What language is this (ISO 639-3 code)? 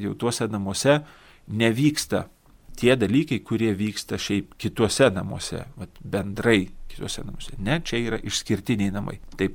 lit